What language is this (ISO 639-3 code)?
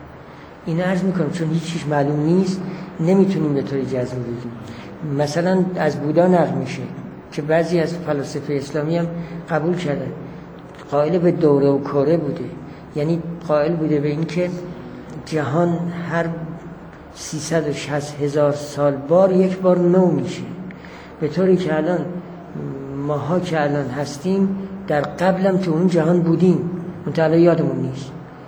fas